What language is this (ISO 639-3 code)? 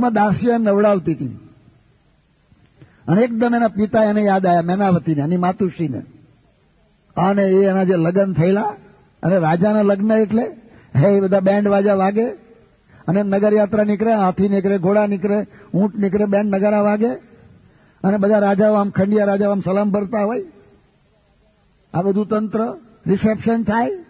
guj